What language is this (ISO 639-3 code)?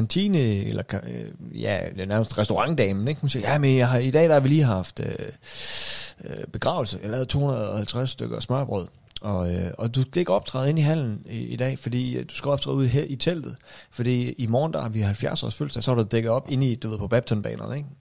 dan